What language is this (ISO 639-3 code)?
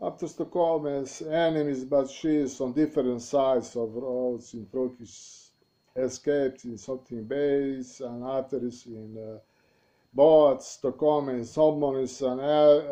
bos